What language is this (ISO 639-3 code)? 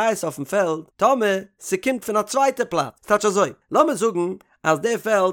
yid